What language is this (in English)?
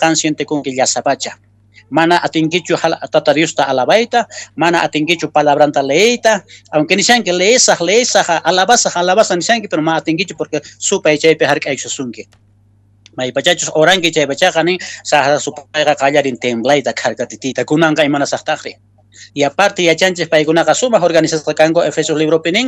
Quechua